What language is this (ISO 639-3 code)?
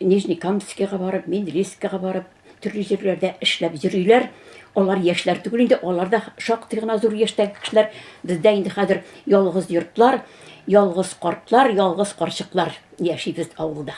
tat